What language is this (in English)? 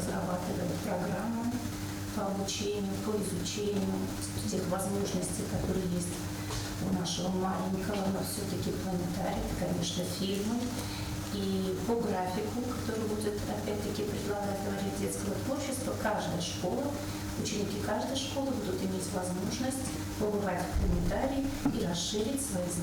Ossetic